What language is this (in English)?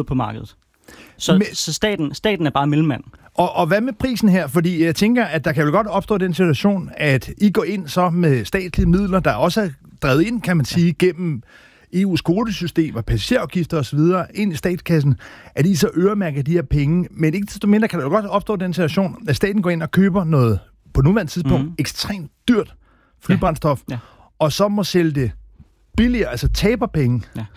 Danish